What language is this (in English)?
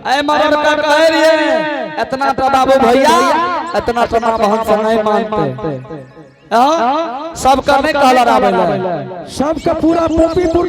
Angika